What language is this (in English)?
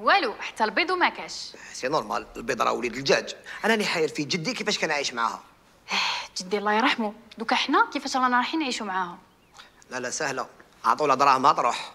Algerian Arabic